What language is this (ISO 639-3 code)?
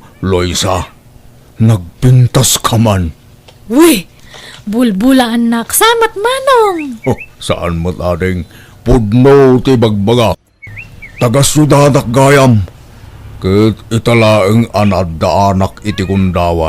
ilo